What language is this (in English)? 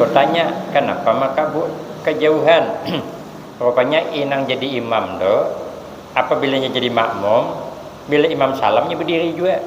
Banjar